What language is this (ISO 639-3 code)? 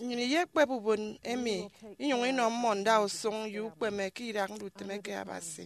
efi